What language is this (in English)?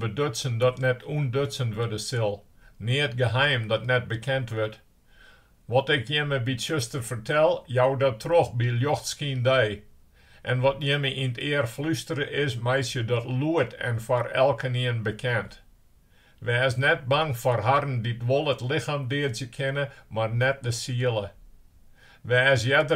Western Frisian